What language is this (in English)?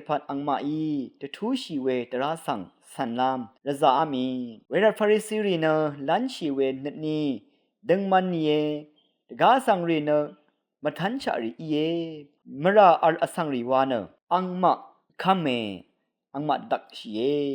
Rawang